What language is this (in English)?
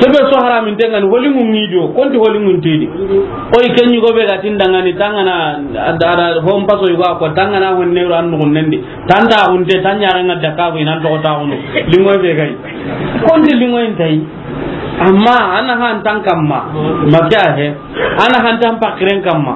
Soninke